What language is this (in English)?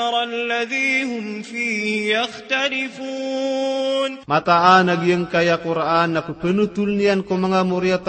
Maranao